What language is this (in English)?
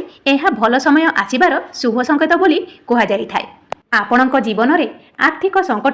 Odia